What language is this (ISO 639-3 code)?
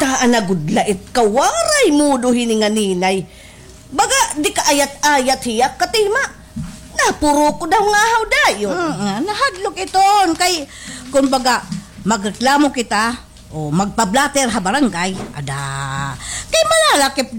war